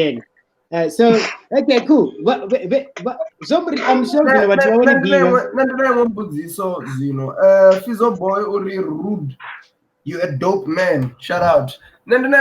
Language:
Venda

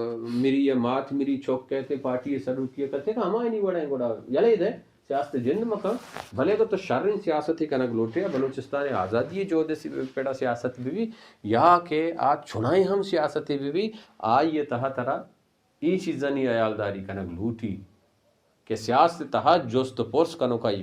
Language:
Baluchi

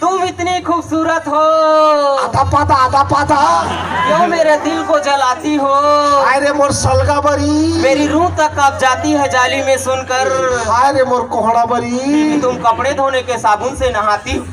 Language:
Chhattisgarhi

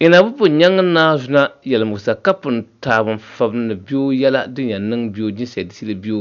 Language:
Dagbani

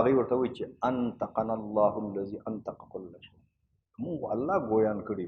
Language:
Pashto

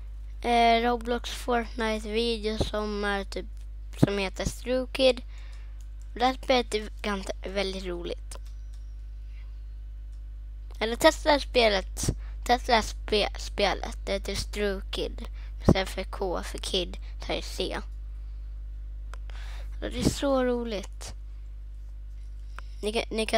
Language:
Swedish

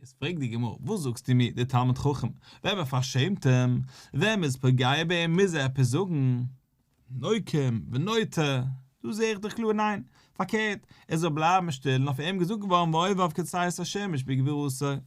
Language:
Yiddish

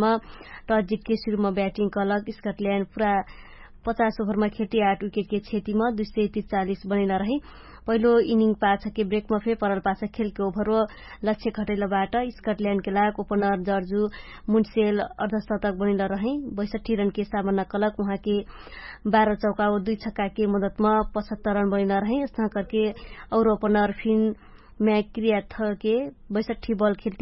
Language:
Dangaura Tharu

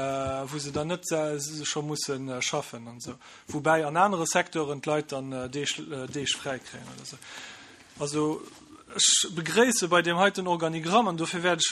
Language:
Luxembourgish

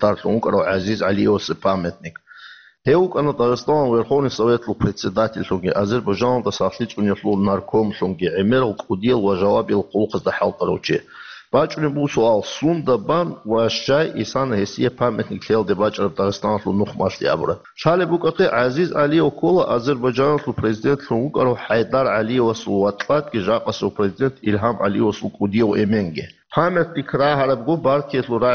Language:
Avaric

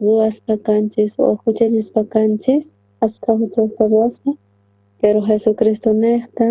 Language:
South Bolivian Quechua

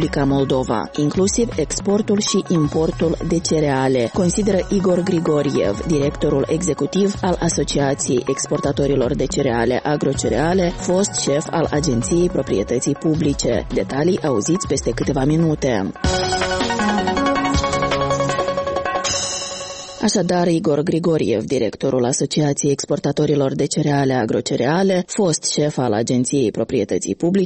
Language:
Romanian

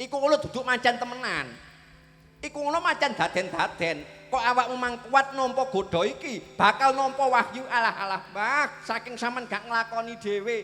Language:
Javanese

